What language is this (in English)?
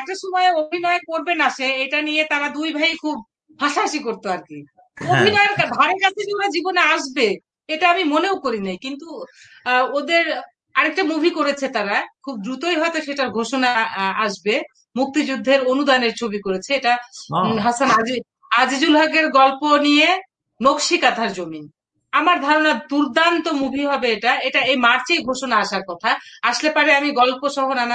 Bangla